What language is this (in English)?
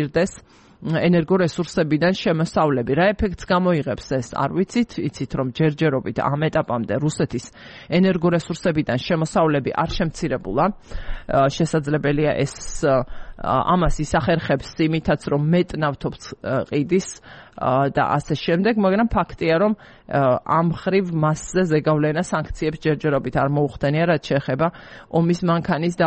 Georgian